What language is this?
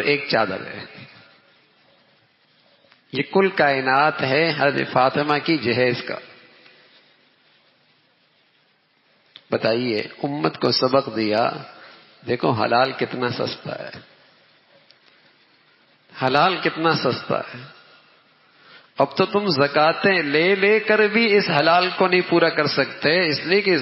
Urdu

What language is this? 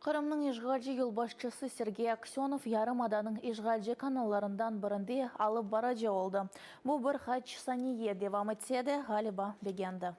Crimean Tatar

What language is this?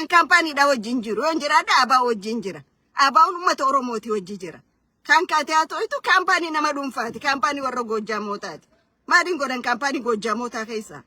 Oromo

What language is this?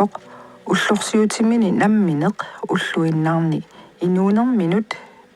Kalaallisut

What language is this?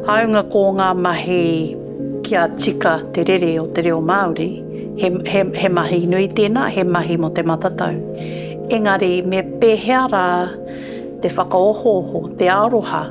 Māori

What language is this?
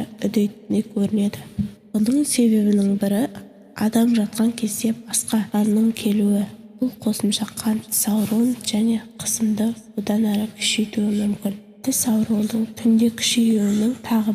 Kazakh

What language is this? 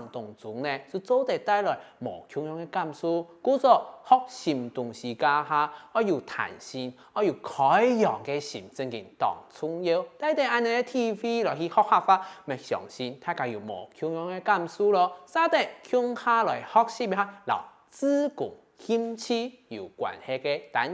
Hakka Chinese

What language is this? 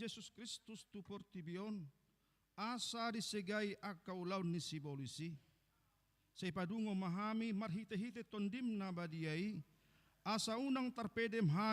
Batak Toba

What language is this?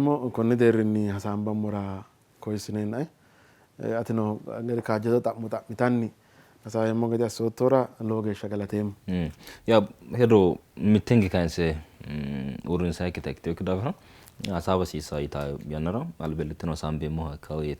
Sidamo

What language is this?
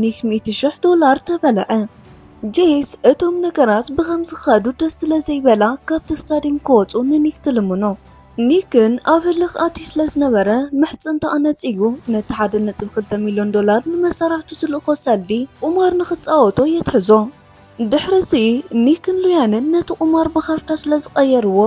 Tigrinya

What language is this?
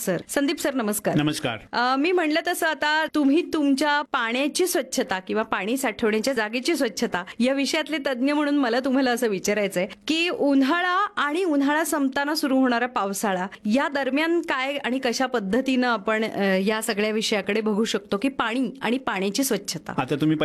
Marathi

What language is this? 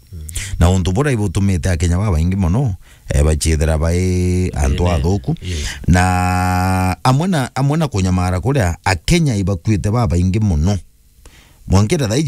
Meru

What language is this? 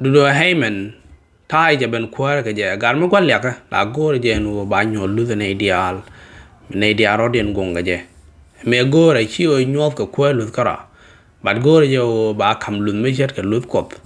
Nuer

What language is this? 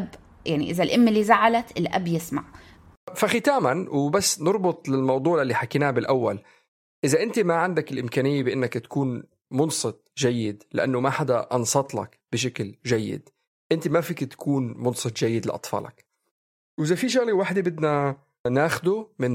North Levantine Arabic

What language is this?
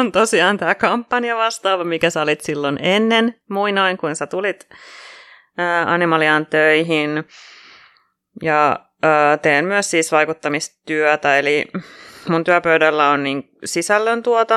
Finnish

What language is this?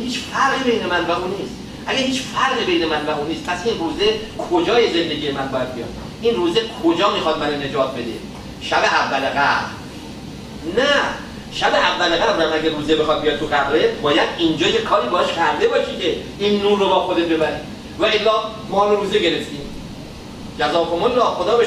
Persian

